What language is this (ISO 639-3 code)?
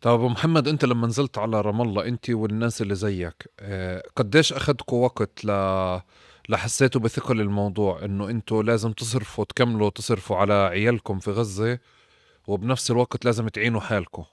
apc